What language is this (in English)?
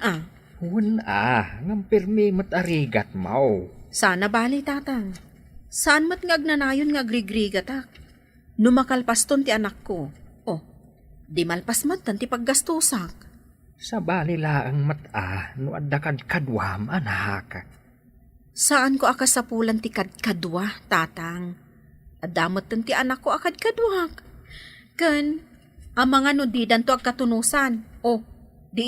Iloko